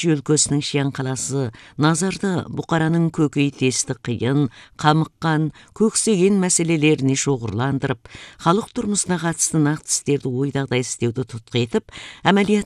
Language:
Kazakh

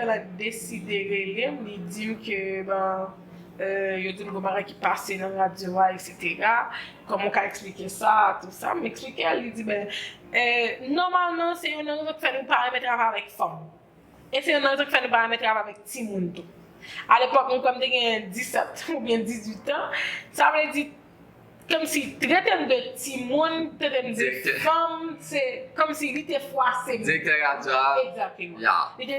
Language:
Haitian Creole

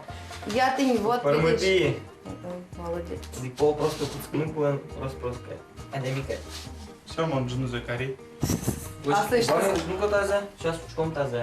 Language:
Udmurt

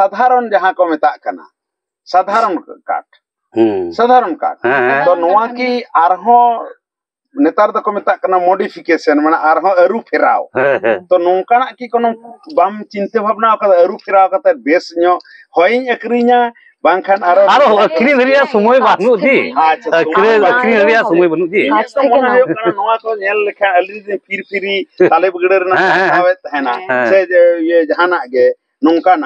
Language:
Santali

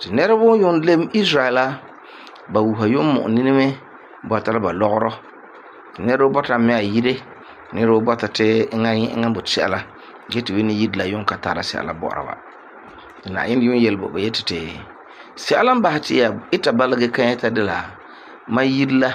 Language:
Frafra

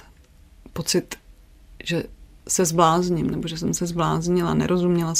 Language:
Czech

